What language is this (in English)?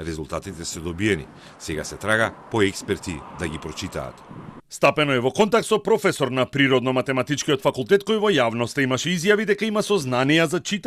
Macedonian